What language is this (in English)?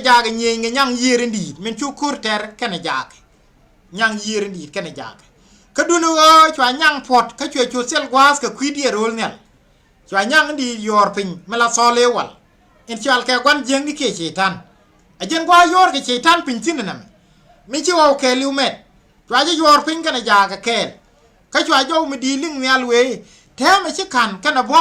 Nuer